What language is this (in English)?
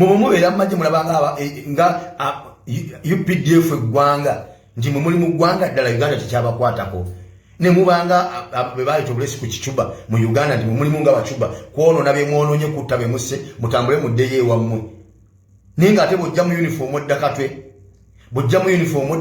Ganda